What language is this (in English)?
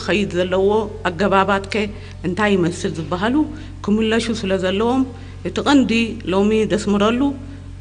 Tigrinya